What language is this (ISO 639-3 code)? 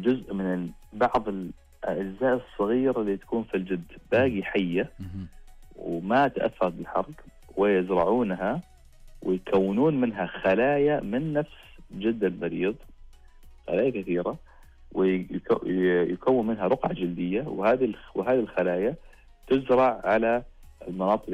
ars